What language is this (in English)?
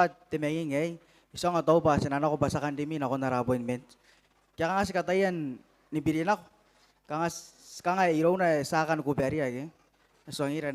Gilbertese